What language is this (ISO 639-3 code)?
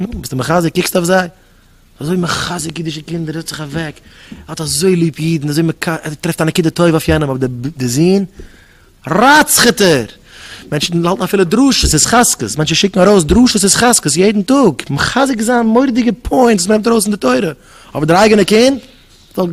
yid